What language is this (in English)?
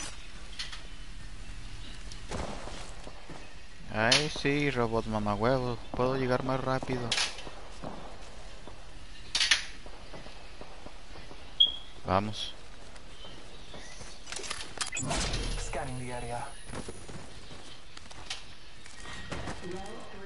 Spanish